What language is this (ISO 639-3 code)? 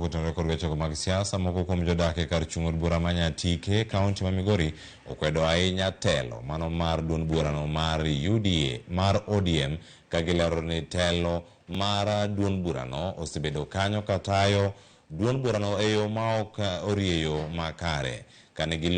luo